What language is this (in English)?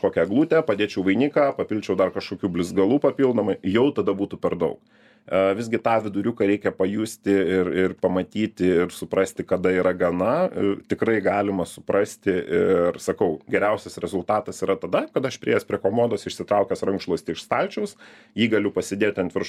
Lithuanian